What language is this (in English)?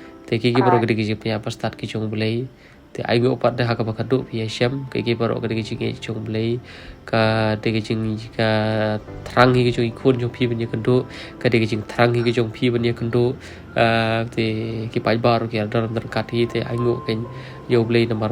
Khasi